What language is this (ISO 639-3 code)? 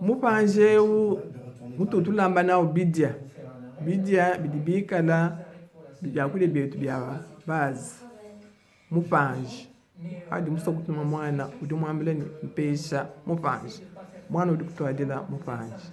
lua